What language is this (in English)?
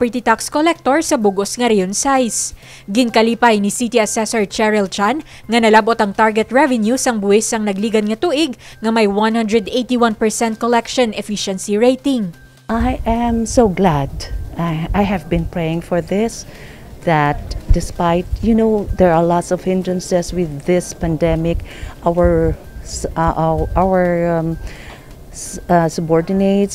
Hiligaynon